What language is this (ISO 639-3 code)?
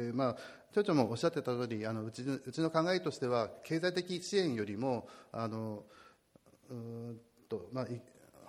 jpn